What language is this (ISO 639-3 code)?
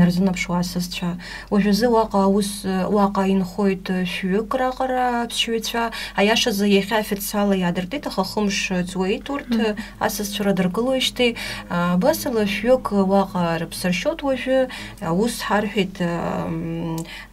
abk